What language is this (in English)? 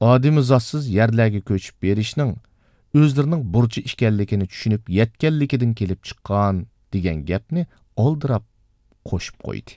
Uyghur